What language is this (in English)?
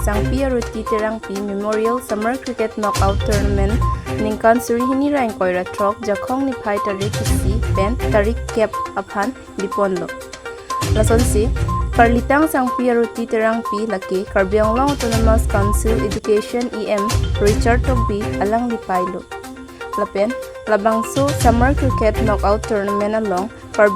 Karbi